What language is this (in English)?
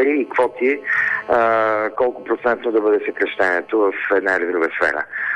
Bulgarian